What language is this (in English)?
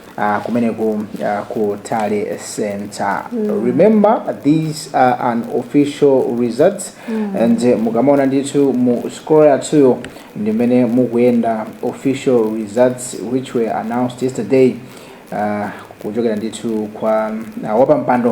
Nyanja